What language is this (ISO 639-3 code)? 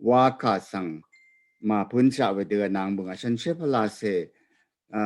raw